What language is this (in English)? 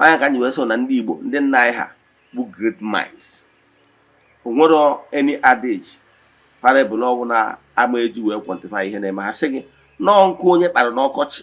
Igbo